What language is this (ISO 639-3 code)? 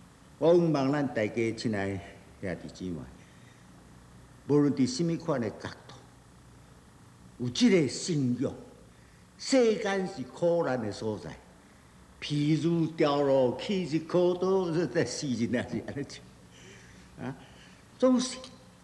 nan